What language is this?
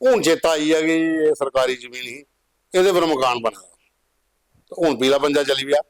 Dogri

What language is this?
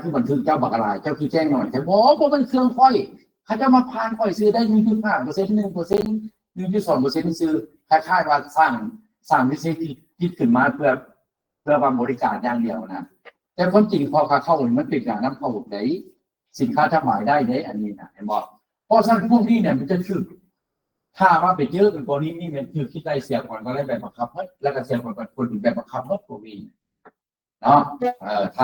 Lao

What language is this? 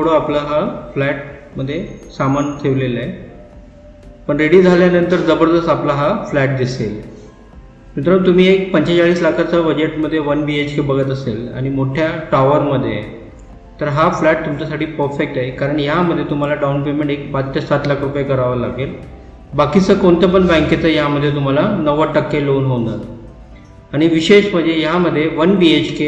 Marathi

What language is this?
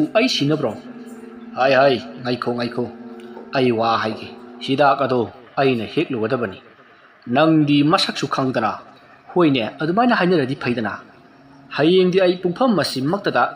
Manipuri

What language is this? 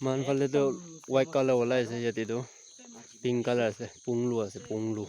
Naga Pidgin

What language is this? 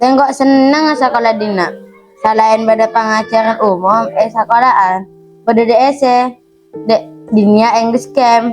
Madurese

